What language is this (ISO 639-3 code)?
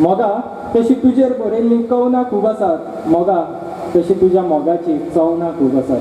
kok